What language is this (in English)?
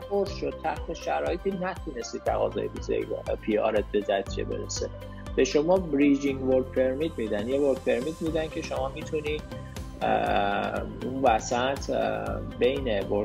Persian